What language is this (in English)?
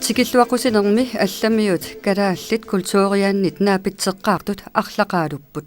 Kalaallisut